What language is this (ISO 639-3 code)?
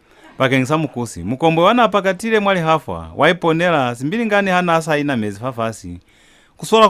loz